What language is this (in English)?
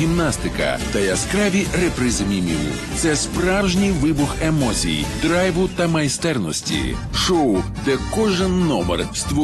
Ukrainian